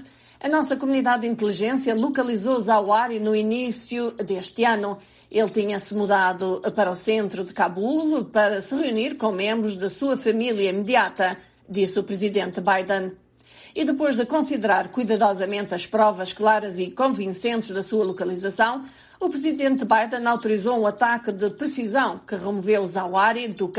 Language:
Portuguese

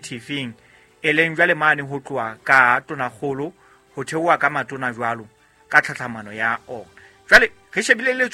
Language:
Southern Sotho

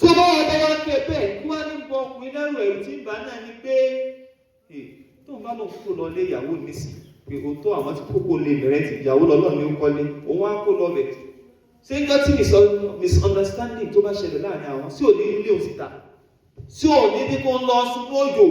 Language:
Yoruba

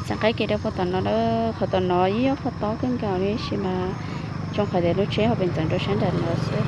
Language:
Hmong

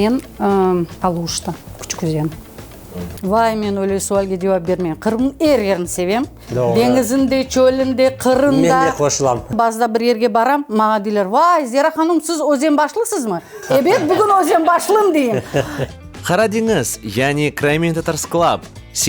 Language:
Crimean Tatar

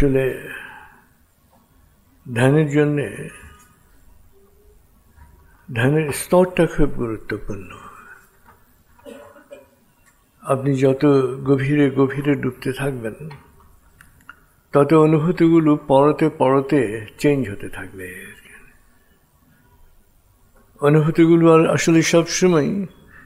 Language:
Bangla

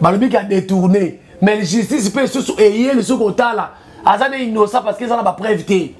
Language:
Lingala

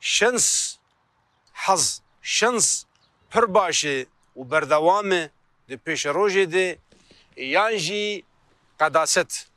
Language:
Kurdish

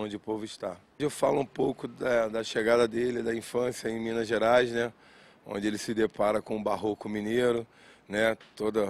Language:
Portuguese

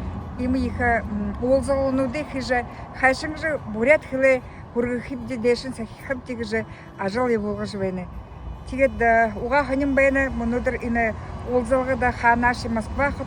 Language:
Buriat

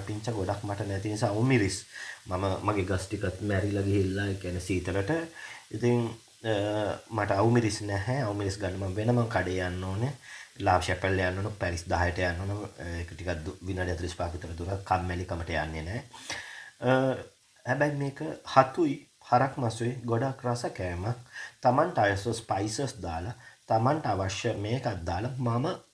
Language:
Sinhala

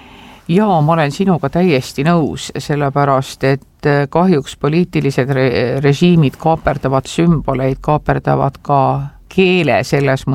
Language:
Estonian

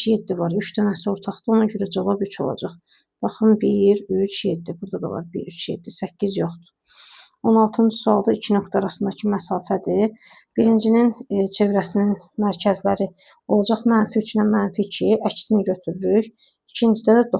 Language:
Azerbaijani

